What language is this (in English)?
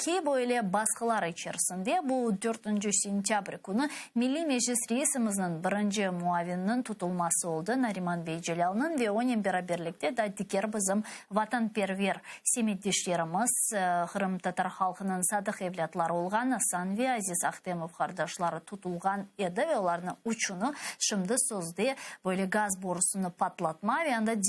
Crimean Tatar